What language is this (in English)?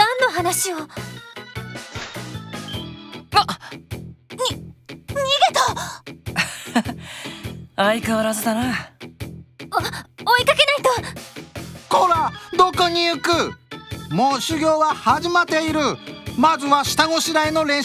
Japanese